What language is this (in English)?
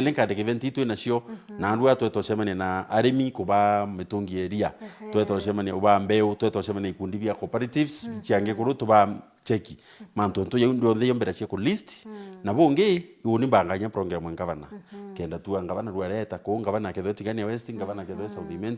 Meru